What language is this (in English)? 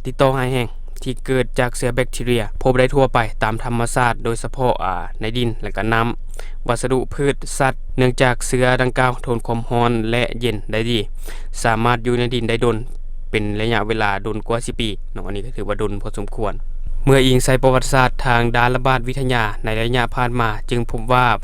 Lao